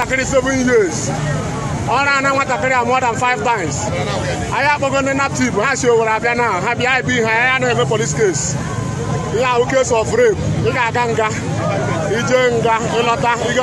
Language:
Igbo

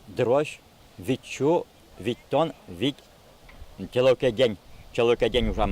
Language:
Udmurt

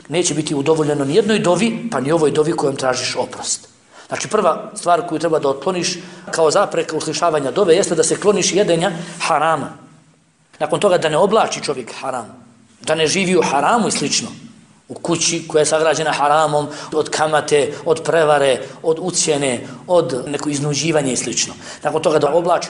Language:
Bosnian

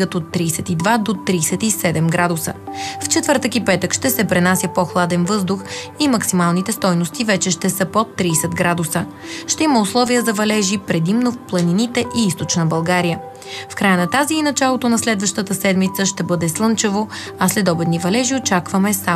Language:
Bulgarian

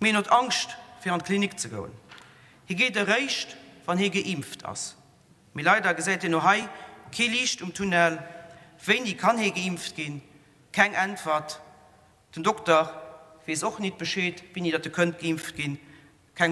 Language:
Luxembourgish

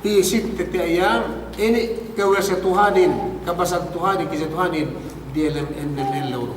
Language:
Yakan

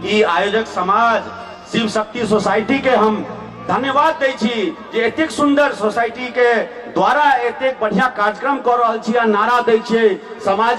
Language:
Maithili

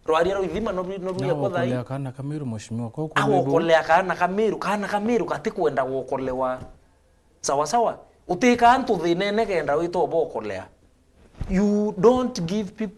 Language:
Meru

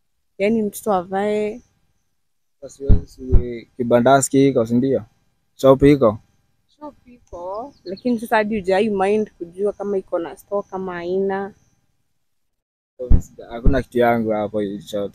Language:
Swahili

